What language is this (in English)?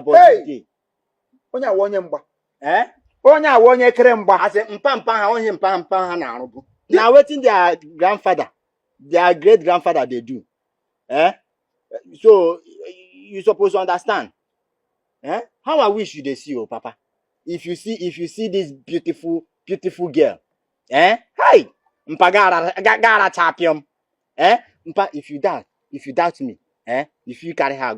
Igbo